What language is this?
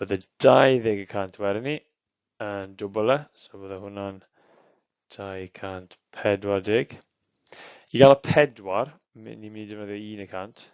Welsh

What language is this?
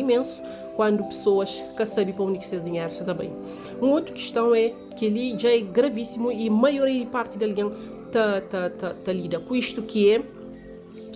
Kabuverdianu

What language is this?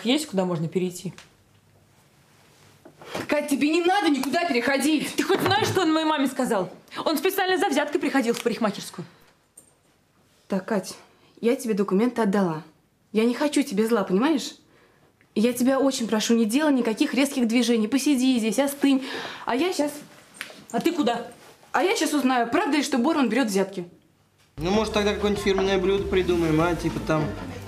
Russian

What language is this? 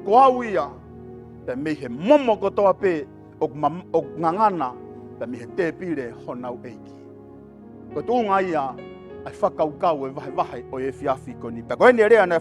Tongan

